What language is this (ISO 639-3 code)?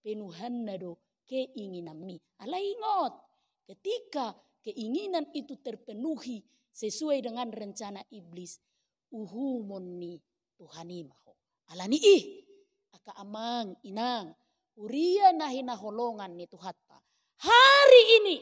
bbc